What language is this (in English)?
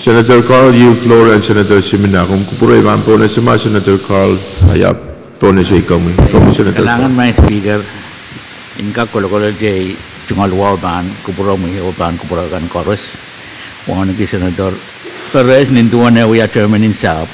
Pohnpeian